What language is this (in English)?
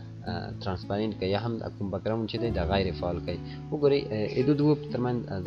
Pashto